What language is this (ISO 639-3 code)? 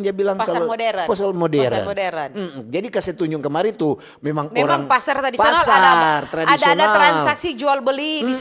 xmm